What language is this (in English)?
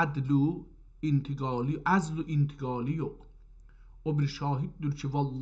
South Azerbaijani